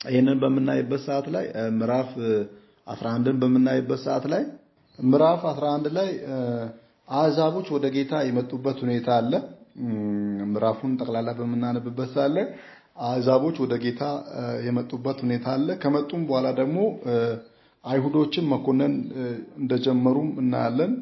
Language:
Amharic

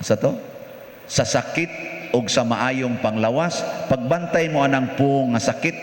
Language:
Cebuano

